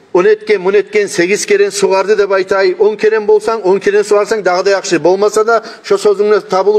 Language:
Kumyk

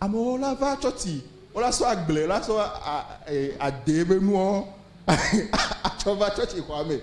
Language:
Ewe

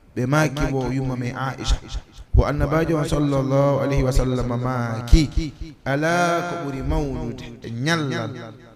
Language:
Fula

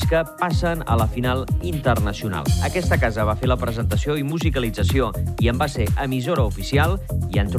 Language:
Catalan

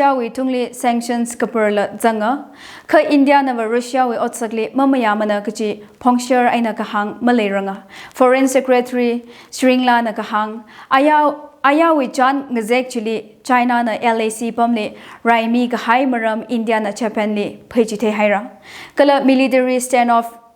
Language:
Tangkhul Naga (India)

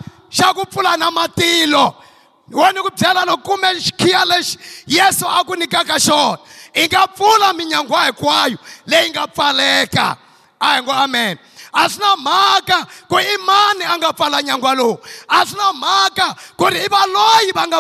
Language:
Tsonga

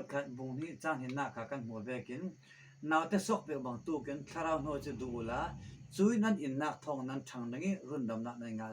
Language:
Falam Chin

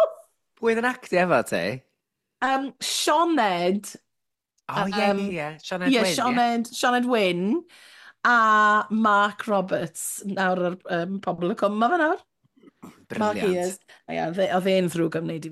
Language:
Welsh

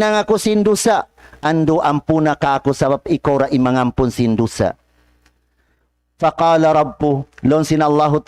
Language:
Tausug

